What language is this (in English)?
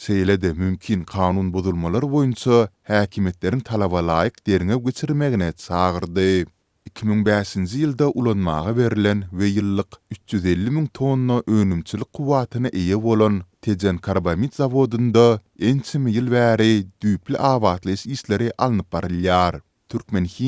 Turkmen